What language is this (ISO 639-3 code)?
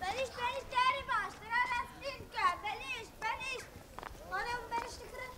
kur